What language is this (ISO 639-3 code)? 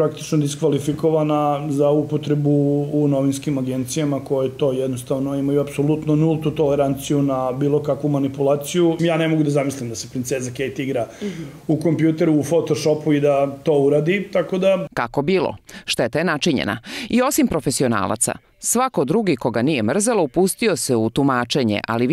srp